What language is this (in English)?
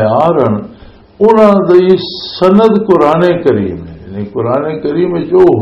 Western Panjabi